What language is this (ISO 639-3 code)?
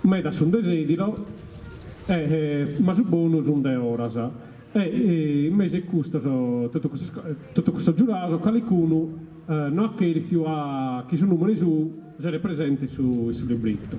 srd